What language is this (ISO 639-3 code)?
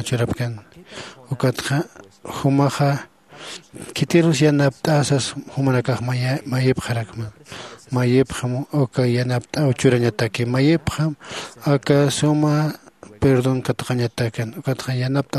aym